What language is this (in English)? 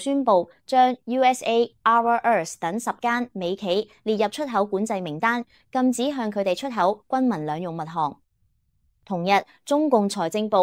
Cantonese